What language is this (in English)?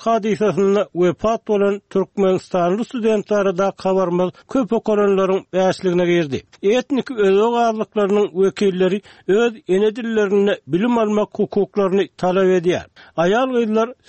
Turkmen